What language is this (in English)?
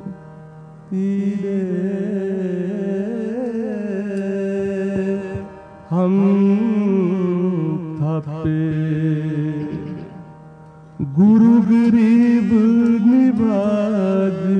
Hindi